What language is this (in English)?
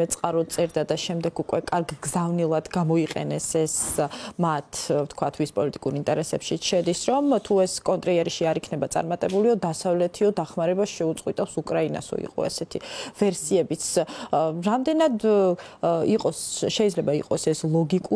Georgian